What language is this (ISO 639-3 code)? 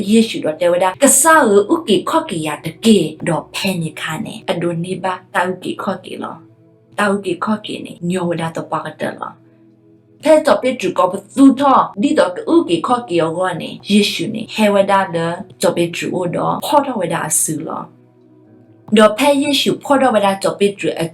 ksw